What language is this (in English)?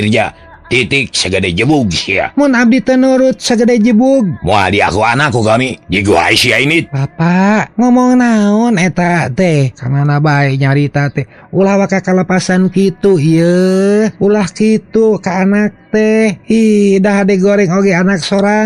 Sundanese